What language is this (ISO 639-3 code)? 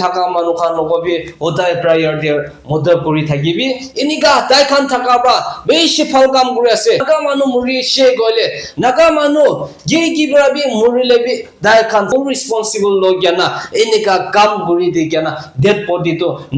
nag